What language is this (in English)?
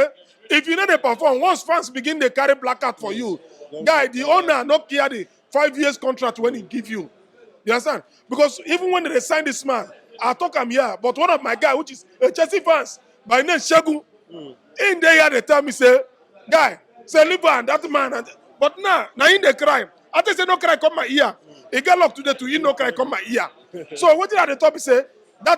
Nigerian Pidgin